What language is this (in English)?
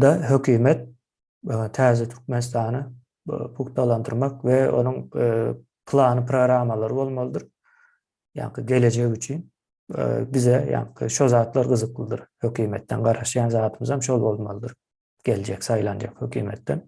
Turkmen